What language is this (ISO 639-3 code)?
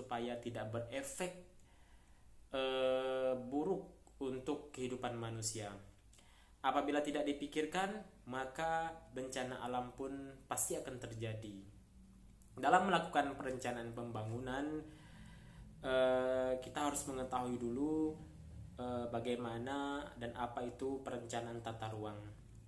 ind